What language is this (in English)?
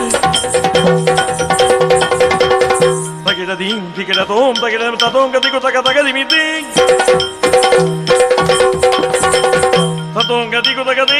Kannada